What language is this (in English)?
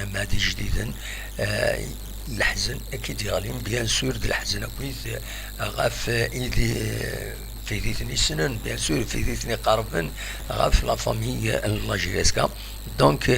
Kabyle